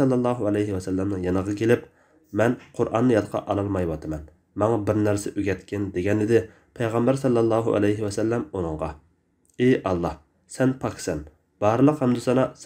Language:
Uyghur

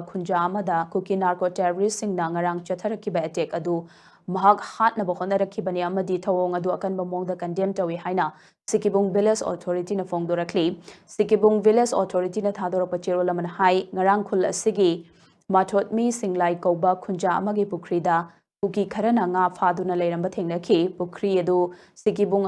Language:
Manipuri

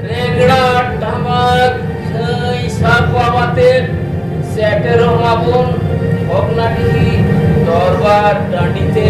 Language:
Santali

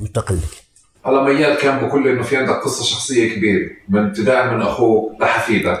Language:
North Levantine Arabic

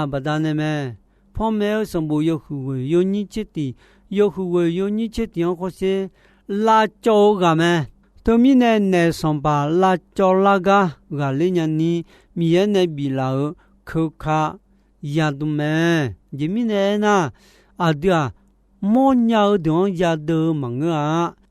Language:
Akha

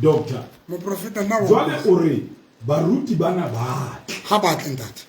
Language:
Southern Sotho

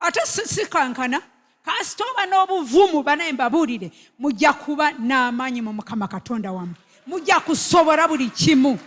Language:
Ganda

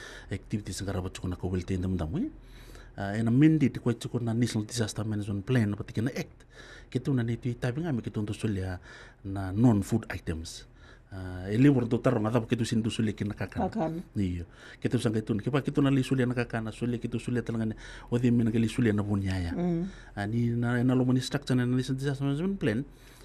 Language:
Fijian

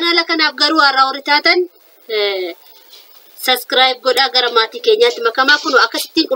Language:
Oromo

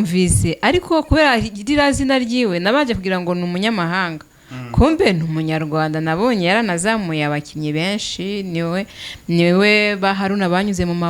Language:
Kinyarwanda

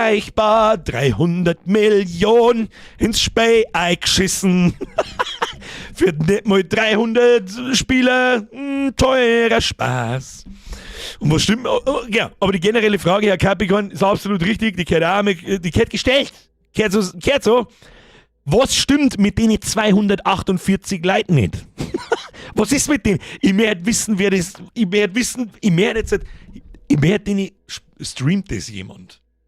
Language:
Bavarian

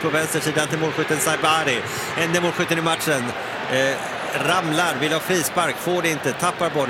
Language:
Swedish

